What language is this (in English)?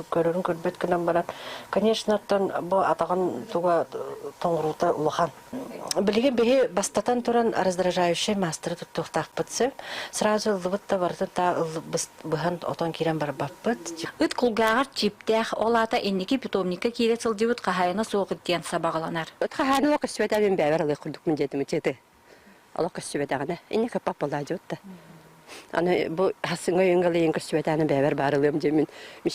Yakut